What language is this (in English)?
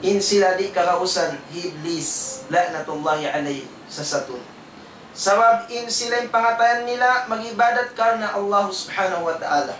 Tausug